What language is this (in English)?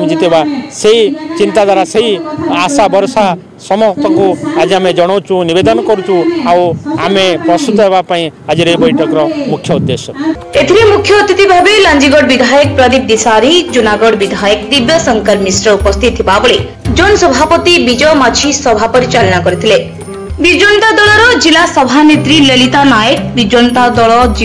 Odia